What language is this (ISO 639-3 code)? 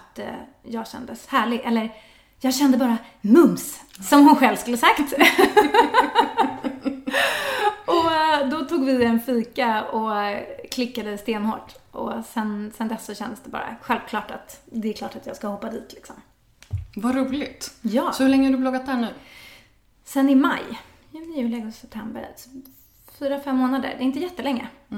swe